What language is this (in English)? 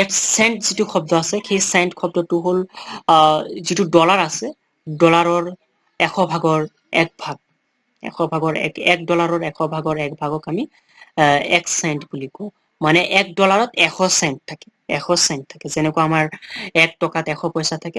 Assamese